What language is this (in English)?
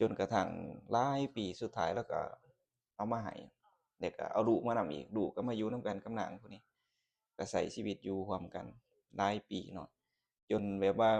Lao